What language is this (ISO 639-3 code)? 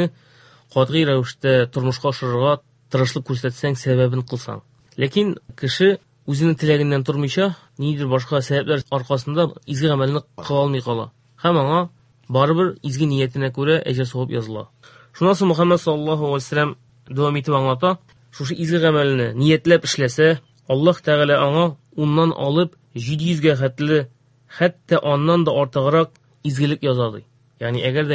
tat